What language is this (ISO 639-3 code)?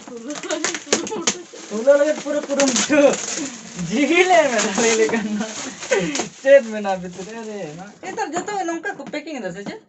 sat